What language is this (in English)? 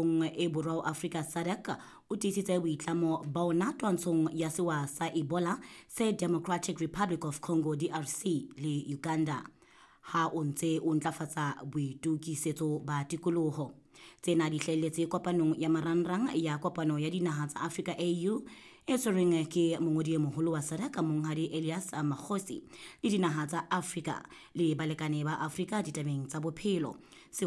Southern Sotho